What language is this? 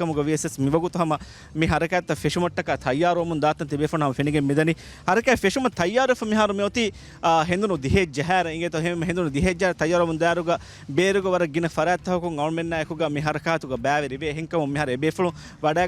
Divehi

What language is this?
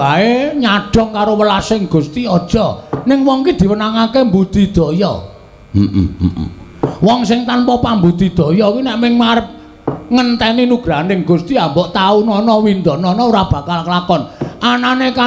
Javanese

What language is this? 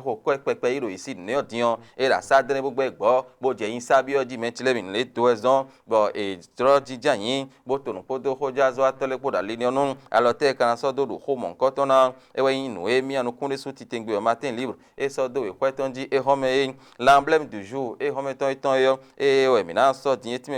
Fon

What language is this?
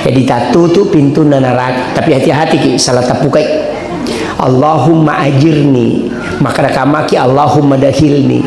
Buginese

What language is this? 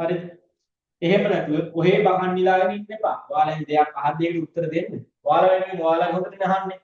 Sinhala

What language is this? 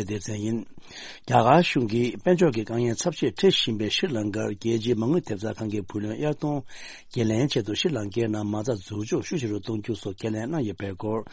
Tibetan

